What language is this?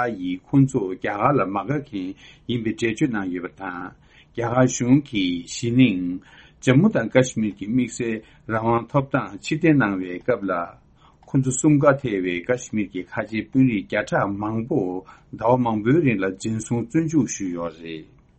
Tibetan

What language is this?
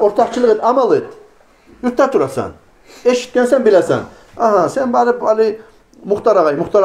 Kumyk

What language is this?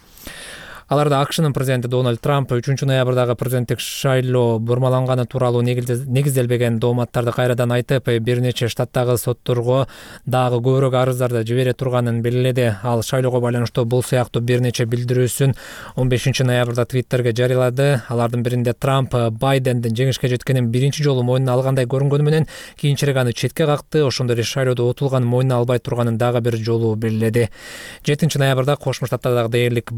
Kyrgyz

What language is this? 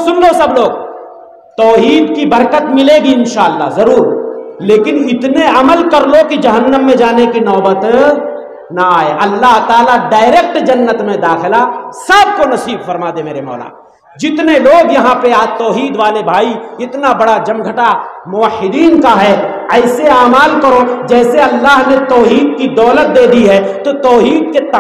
Urdu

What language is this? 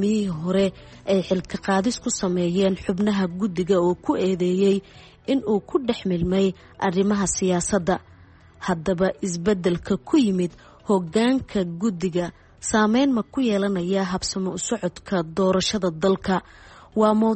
Somali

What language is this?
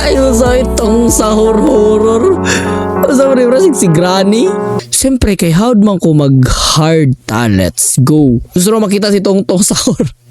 Cebuano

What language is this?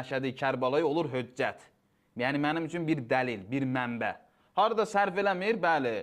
Azerbaijani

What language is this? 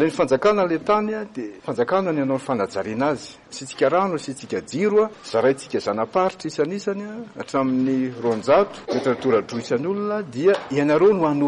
Malagasy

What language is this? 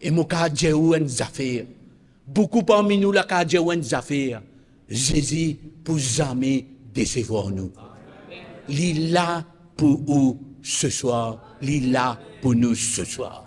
Morisyen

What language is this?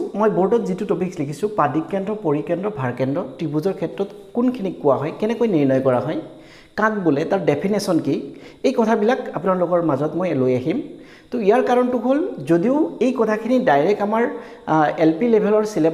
Assamese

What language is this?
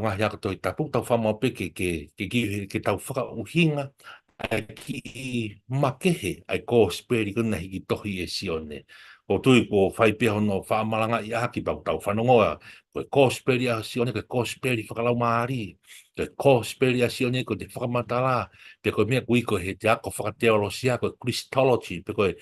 Tongan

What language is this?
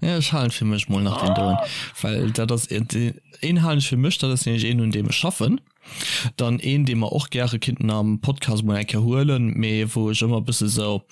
Luxembourgish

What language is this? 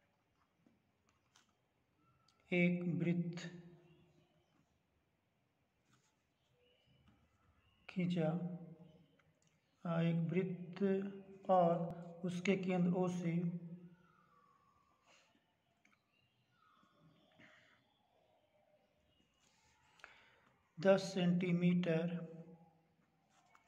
Hindi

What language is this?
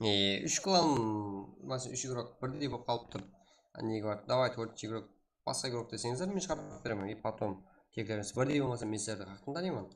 Kara-Kalpak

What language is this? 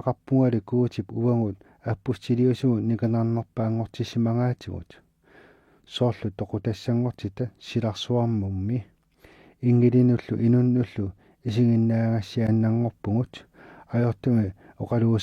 Kalaallisut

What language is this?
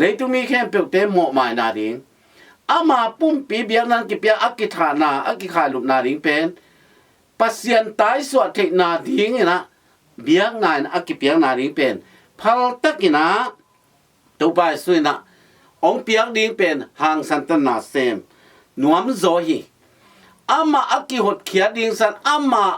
Tedim Chin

